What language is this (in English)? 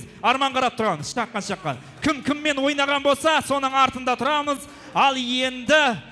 Kara-Kalpak